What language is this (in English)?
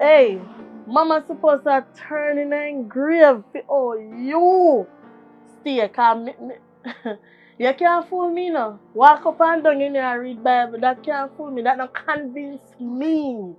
Jamaican Creole English